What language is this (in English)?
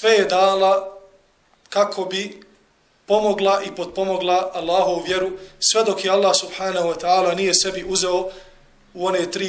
Bosnian